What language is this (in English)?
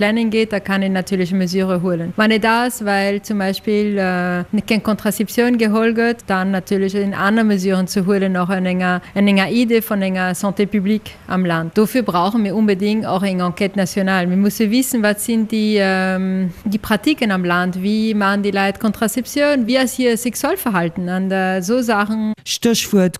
Luxembourgish